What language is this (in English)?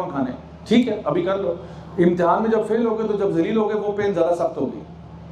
Urdu